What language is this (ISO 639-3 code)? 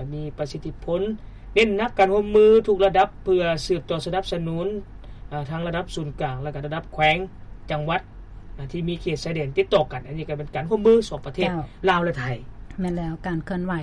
lao